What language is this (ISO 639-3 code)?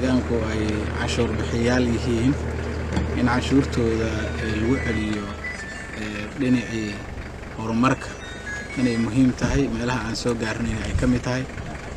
som